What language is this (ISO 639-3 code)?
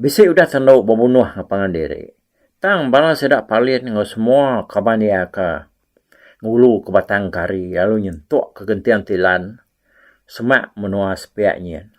iba